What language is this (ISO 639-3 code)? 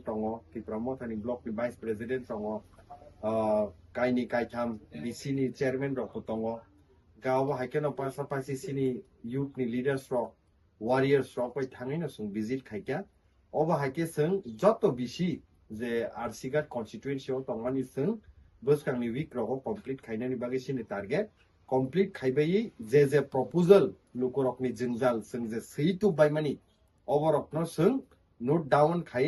trp